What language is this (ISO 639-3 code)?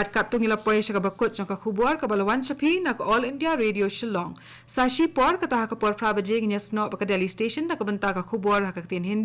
kha